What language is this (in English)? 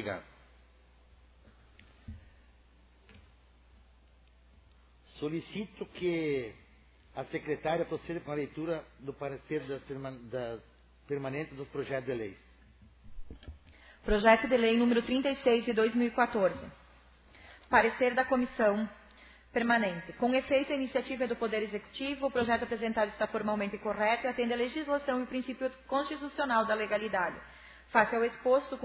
Portuguese